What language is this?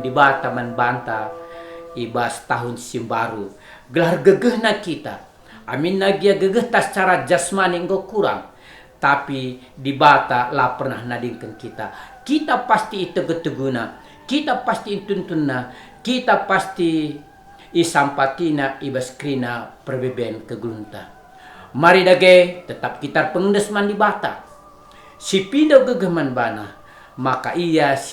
Batak Karo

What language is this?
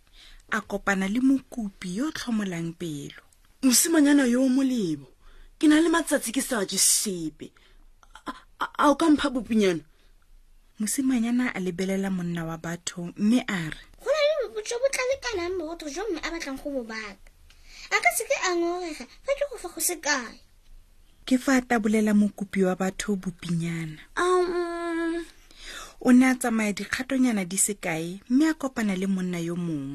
Tswana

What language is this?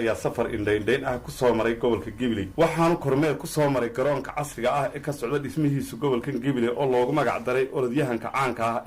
Somali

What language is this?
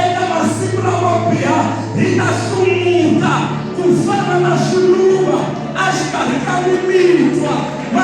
Tsonga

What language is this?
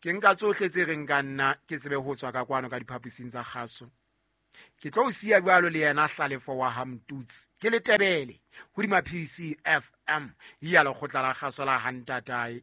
Southern Sotho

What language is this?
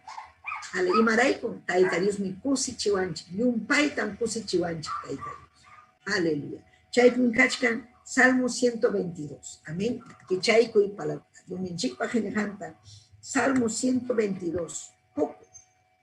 Ayacucho Quechua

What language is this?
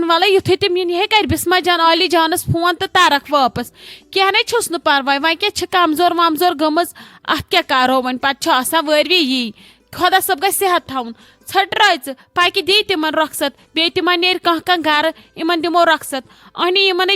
Kashmiri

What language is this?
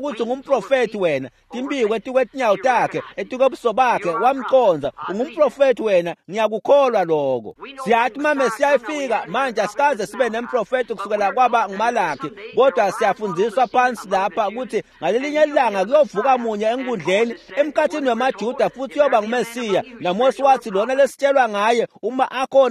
Swati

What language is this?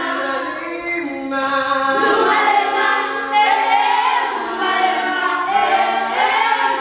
Swahili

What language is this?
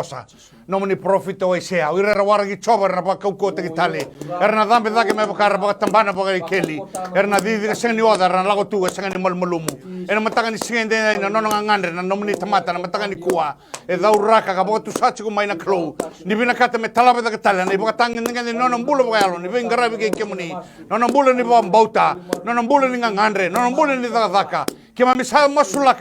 Fijian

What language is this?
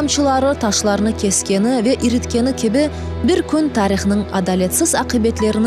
Crimean Tatar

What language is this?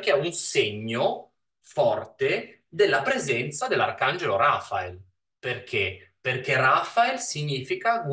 Italian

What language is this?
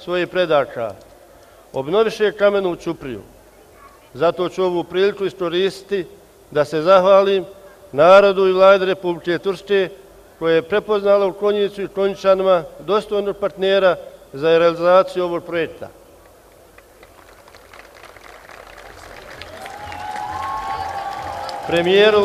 Bosnian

